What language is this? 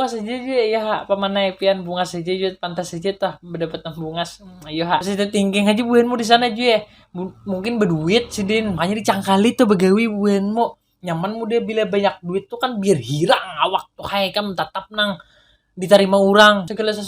Banjar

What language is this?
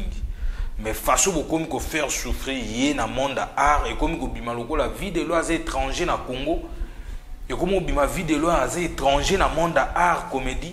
Lingala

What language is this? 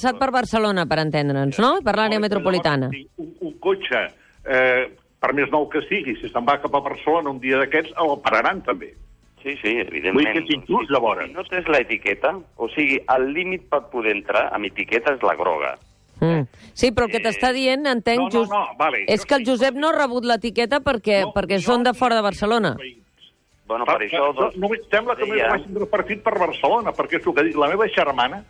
Catalan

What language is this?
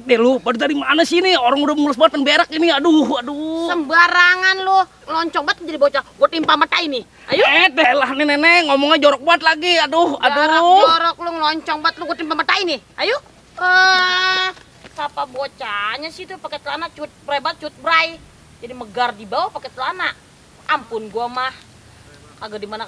Betawi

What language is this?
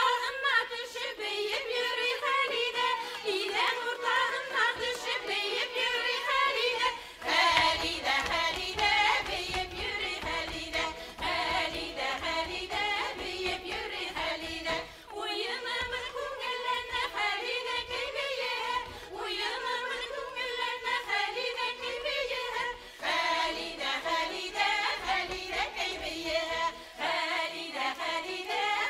Bashkir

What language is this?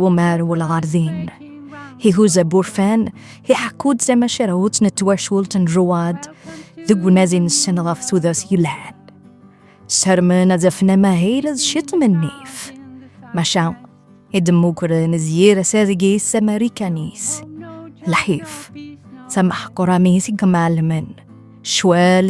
Kabyle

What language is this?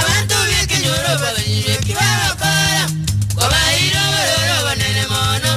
Gusii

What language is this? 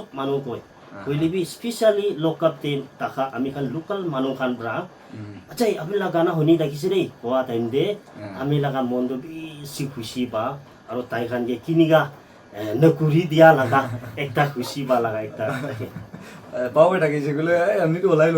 Naga Pidgin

